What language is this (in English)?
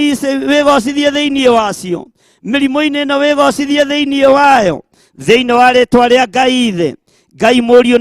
Kikuyu